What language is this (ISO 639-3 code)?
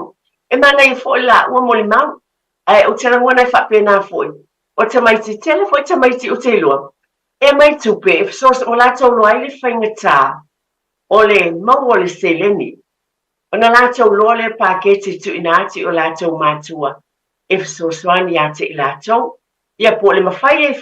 smo